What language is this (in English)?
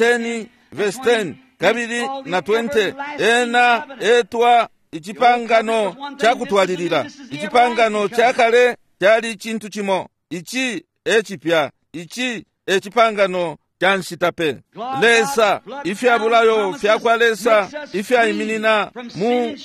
Bemba